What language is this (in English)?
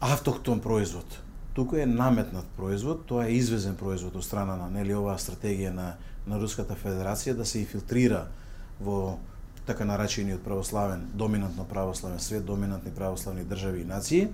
Macedonian